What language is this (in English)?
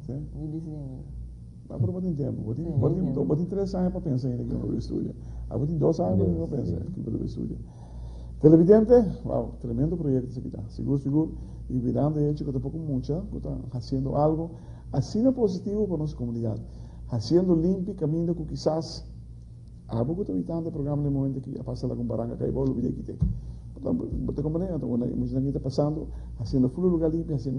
Papiamento